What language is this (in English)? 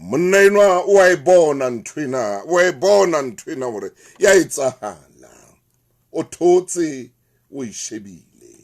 Southern Sotho